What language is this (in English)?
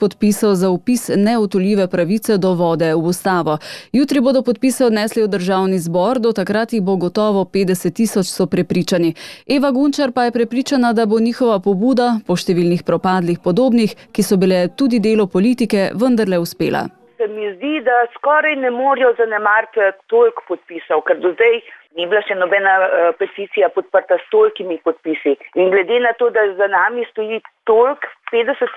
Slovenian